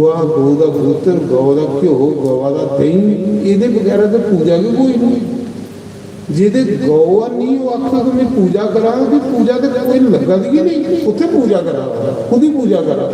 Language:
Dogri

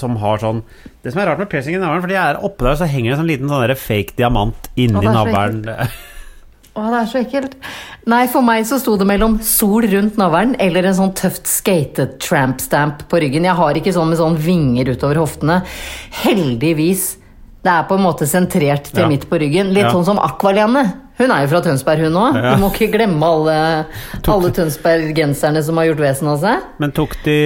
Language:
Norwegian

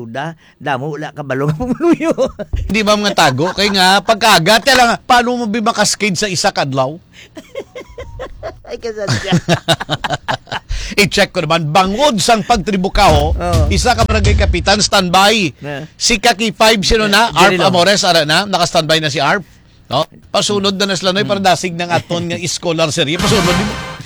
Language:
Hiligaynon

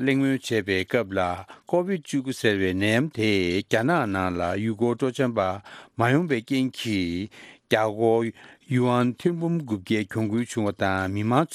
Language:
Tibetan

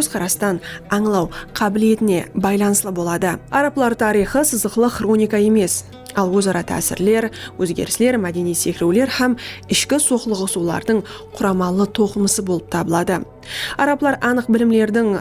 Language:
Kara-Kalpak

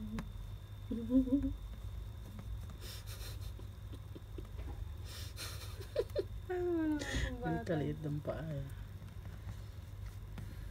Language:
Filipino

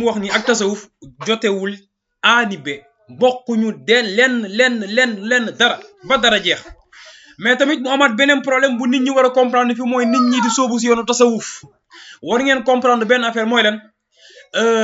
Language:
Wolof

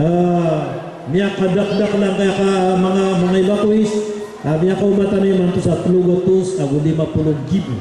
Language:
Maranao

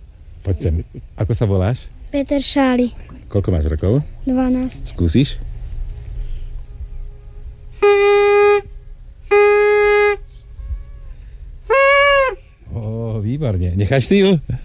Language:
Slovak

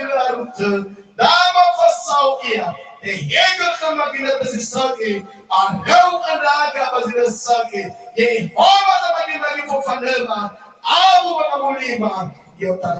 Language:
Nias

